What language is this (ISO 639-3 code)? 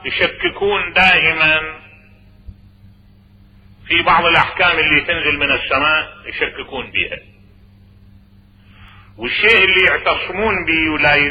ara